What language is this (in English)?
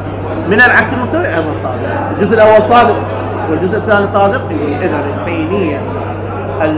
Mesopotamian Arabic